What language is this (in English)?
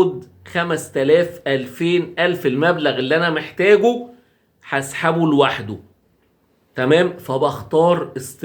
Egyptian Arabic